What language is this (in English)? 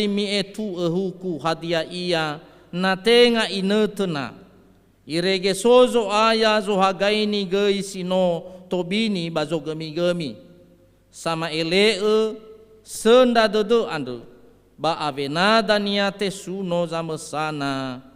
Nias